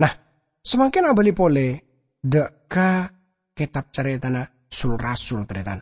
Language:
Madurese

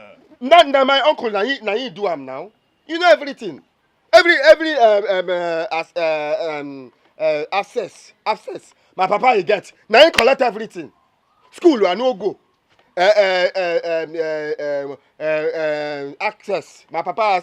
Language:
Nigerian Pidgin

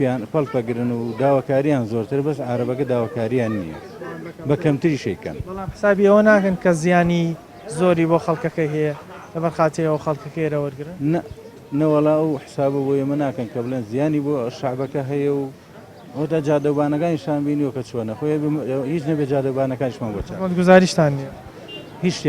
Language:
Central Kurdish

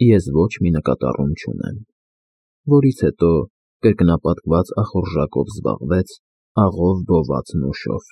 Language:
Armenian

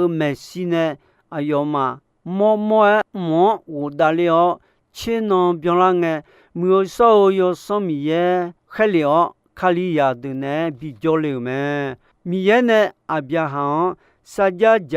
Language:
Akha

